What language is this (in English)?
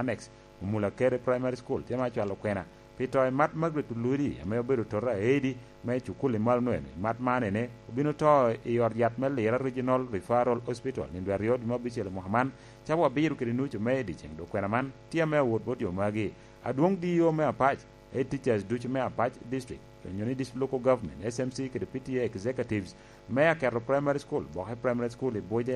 Lango (Uganda)